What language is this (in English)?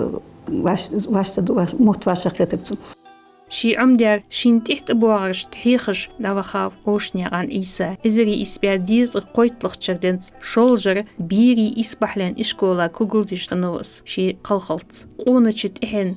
Ingush